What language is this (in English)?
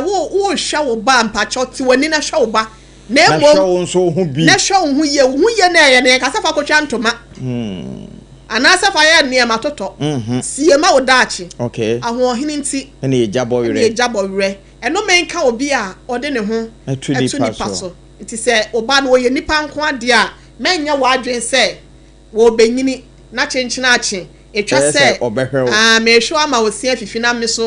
Akan